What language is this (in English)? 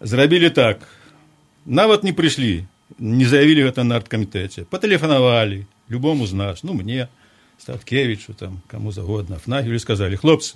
Belarusian